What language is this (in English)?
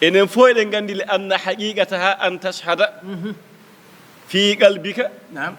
Fula